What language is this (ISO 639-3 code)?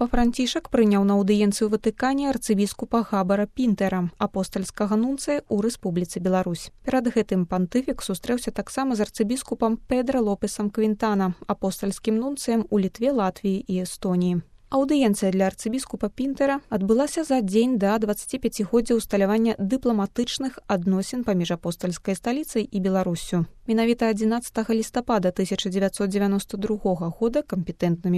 bel